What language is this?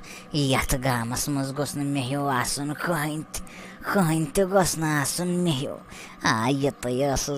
Kashmiri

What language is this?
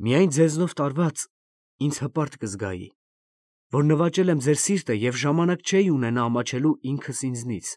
Armenian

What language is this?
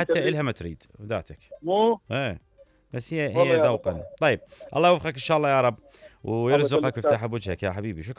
Mesopotamian Arabic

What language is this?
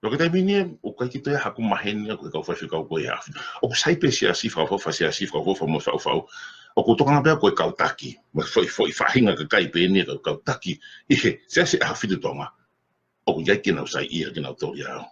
Tongan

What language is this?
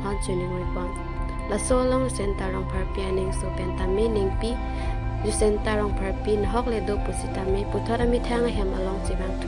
Karbi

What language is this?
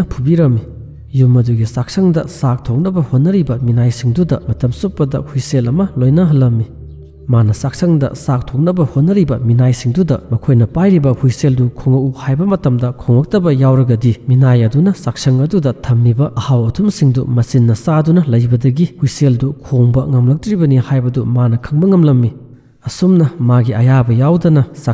Manipuri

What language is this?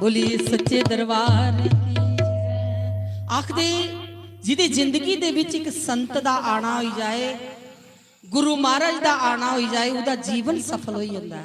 Dogri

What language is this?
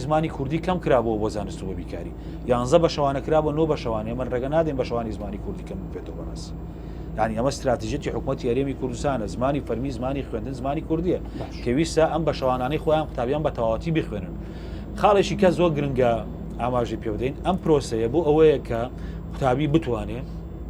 Central Kurdish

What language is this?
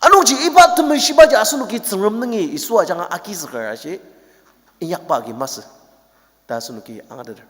Ao Naga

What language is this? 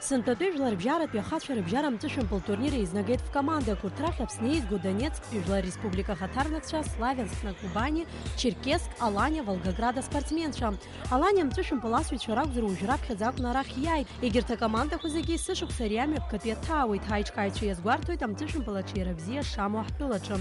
Abkhazian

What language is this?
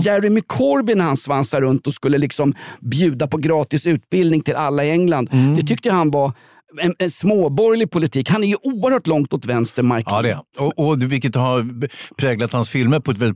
Swedish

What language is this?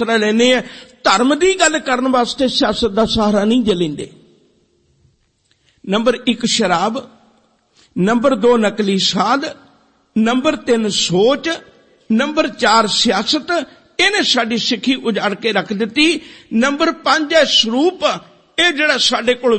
Punjabi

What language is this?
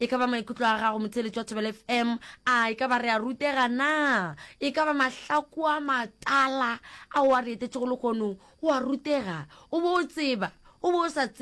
Northern Sotho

